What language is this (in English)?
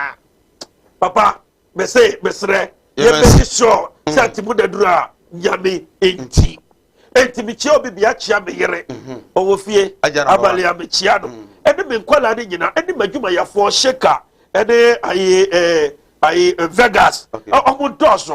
Akan